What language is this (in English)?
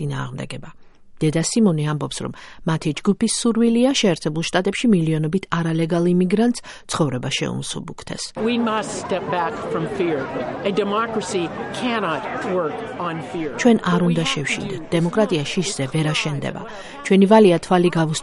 Georgian